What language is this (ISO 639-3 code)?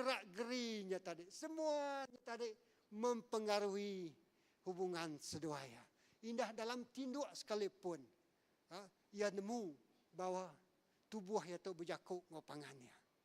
iba